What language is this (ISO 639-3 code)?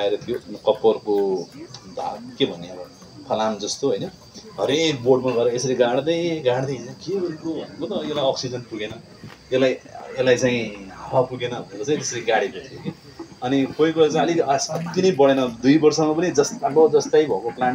nep